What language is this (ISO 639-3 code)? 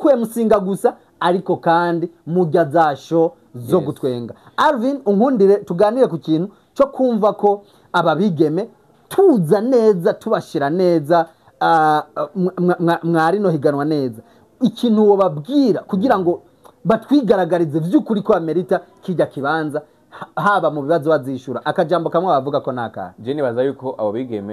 run